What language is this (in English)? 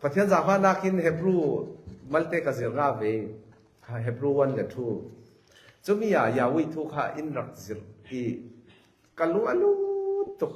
Falam Chin